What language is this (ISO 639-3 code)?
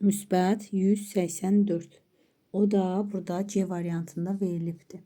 aze